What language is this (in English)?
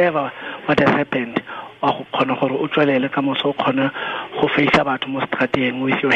Tswana